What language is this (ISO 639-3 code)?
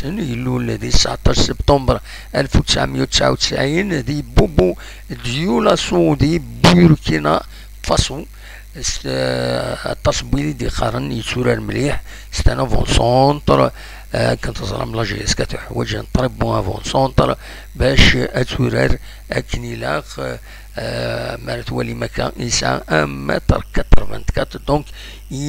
kab